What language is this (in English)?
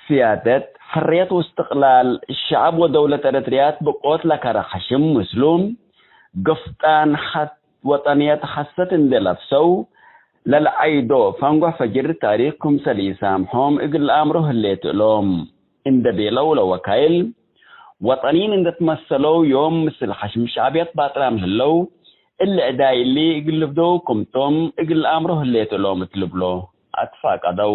Tigre